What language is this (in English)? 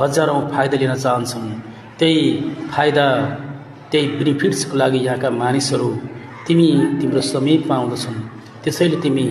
Nepali